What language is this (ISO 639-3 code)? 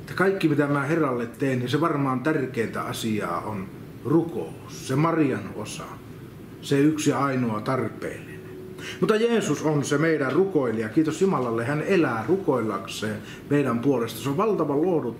fin